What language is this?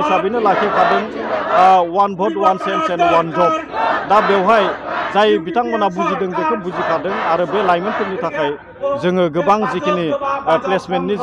Bodo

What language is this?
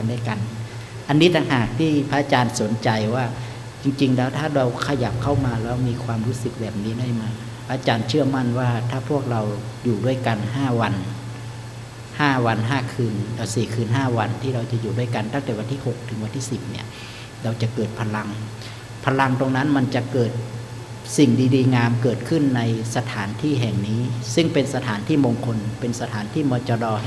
Thai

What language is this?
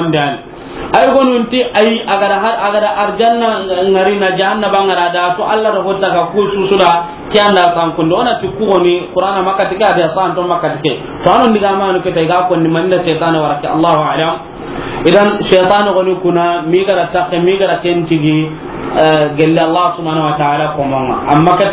Soninke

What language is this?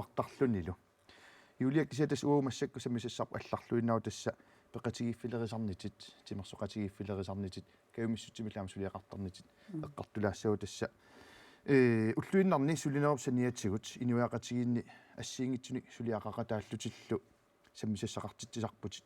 Kalaallisut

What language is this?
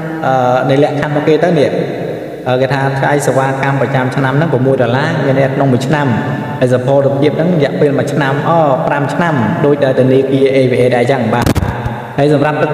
Khmer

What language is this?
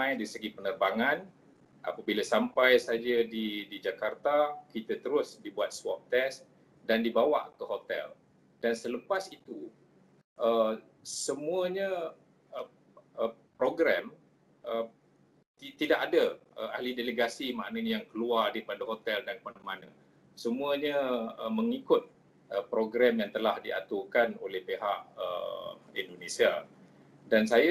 Malay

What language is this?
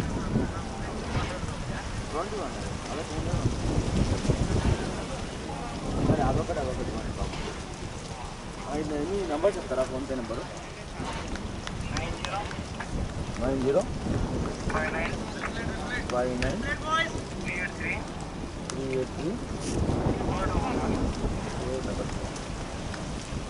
Telugu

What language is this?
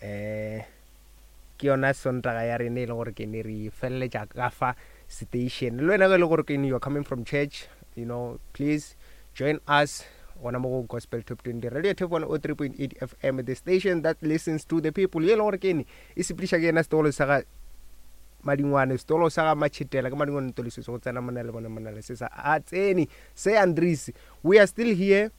Northern Sotho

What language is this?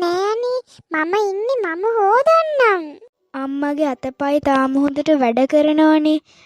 Sinhala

